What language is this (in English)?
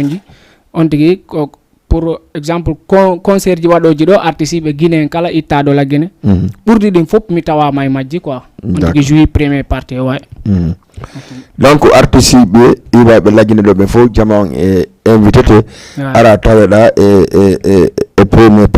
Fula